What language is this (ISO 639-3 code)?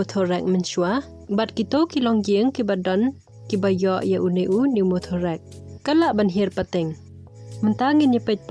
kha